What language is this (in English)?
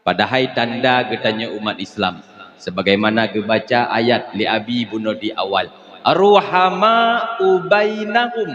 Achinese